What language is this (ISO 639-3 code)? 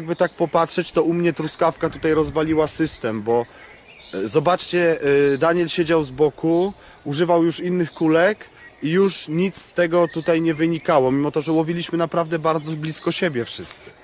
pol